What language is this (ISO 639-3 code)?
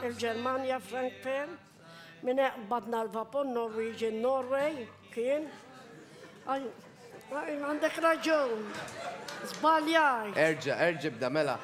mlt